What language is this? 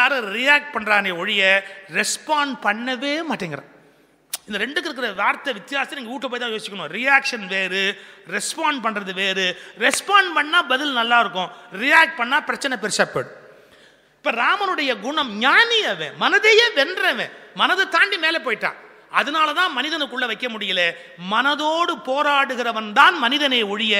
Tamil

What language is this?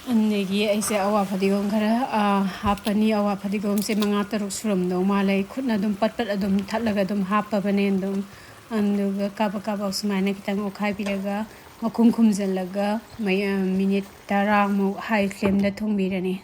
Manipuri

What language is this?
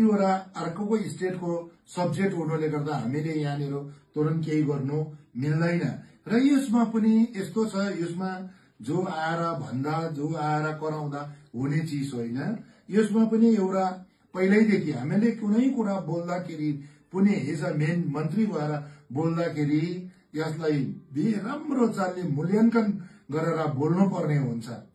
Nepali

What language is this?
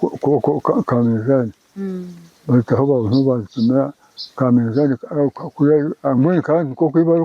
Nyankole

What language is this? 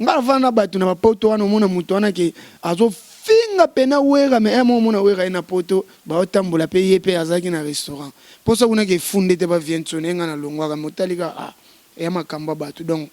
Lingala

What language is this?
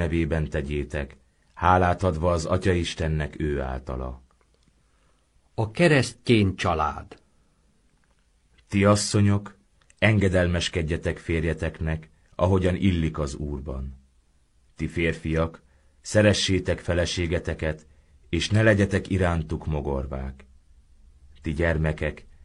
Hungarian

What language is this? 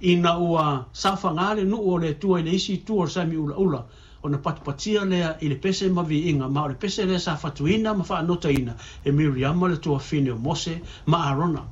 Samoan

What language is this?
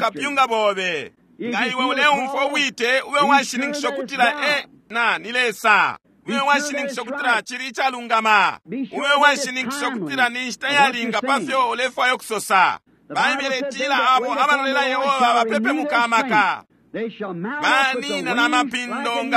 Bemba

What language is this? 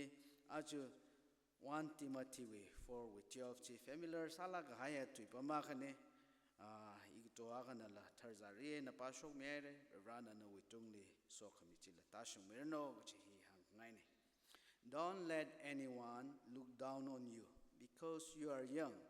Tangkhul Naga (India)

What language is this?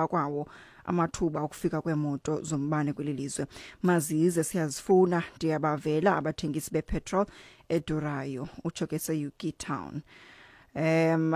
Xhosa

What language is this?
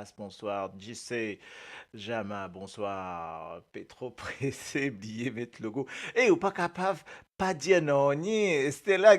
Morisyen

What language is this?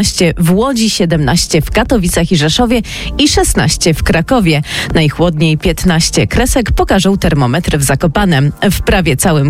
Polish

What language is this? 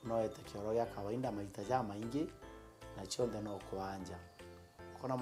Meru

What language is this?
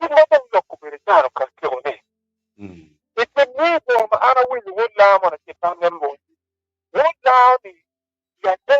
Acoli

